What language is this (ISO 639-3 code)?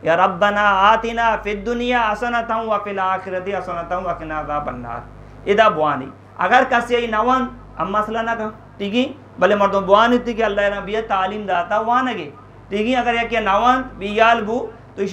bgp